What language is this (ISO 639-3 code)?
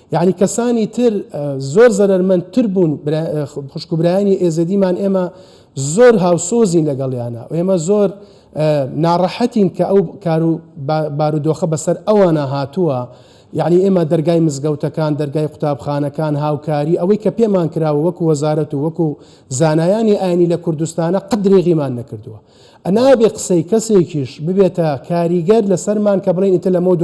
ckb